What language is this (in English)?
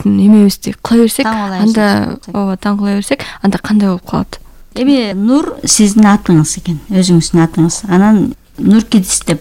Kyrgyz